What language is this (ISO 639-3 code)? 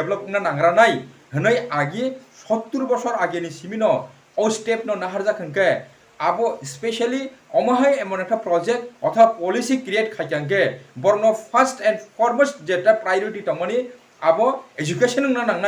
trp